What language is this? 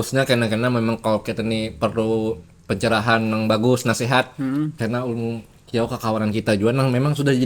Banjar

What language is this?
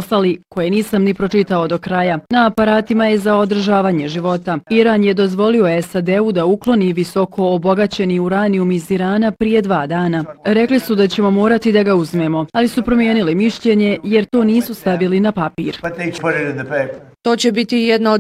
Bosnian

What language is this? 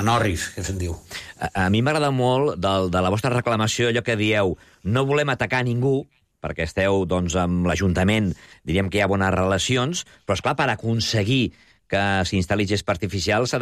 Catalan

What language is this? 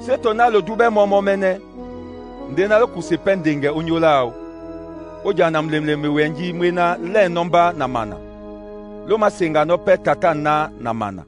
Duala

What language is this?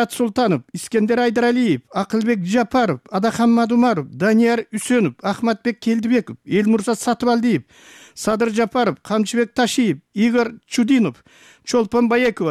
Kyrgyz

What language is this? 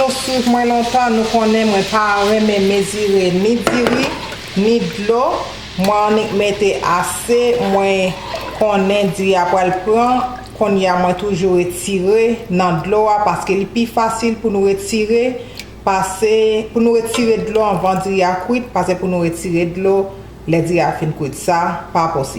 Haitian Creole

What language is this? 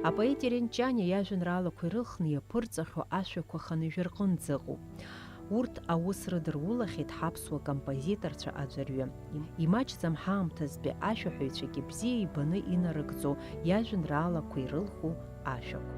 Abkhazian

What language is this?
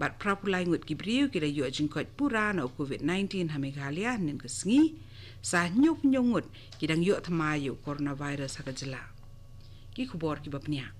Khasi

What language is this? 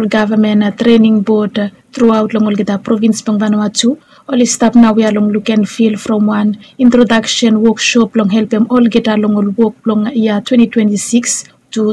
Bislama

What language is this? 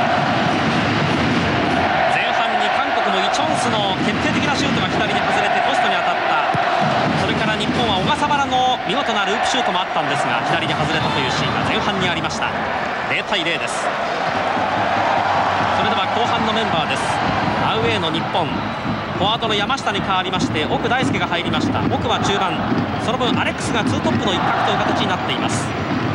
Japanese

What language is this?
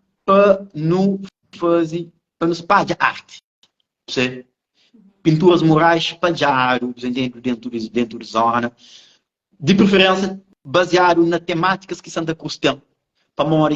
Kabuverdianu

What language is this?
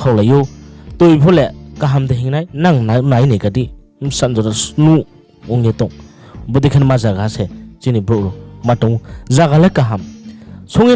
Riang (India)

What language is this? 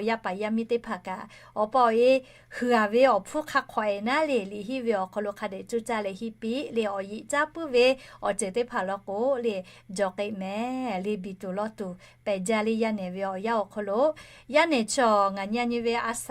Lahu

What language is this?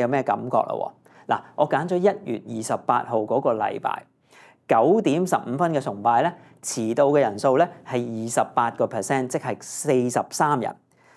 Cantonese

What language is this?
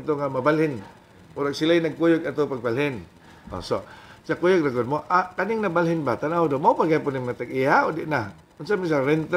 Cebuano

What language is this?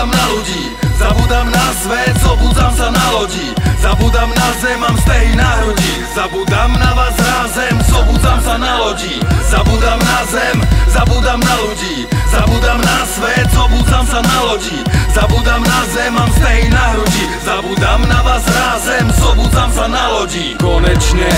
Slovak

